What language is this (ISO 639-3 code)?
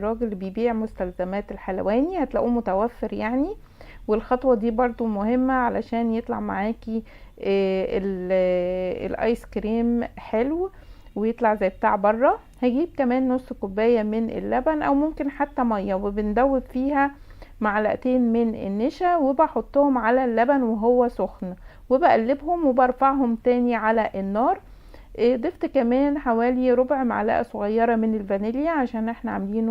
arz